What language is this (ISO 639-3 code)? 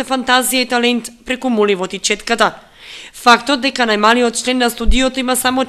mkd